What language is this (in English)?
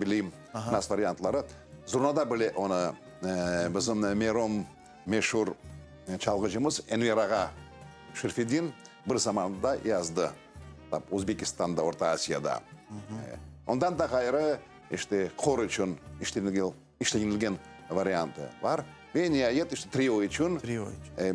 Crimean Tatar